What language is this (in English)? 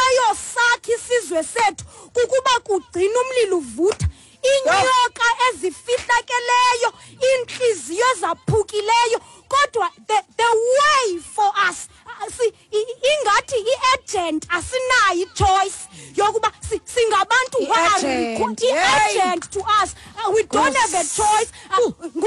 Xhosa